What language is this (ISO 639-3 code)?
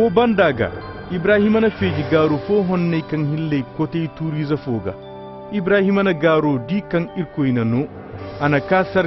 ses